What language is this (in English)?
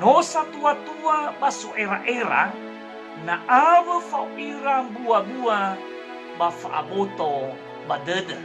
Nias